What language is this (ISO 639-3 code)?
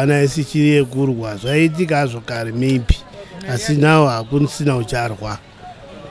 sna